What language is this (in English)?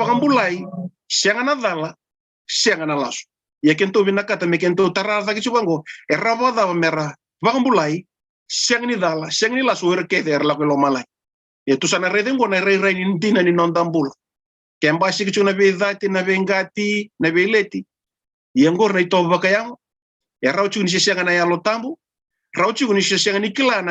Fijian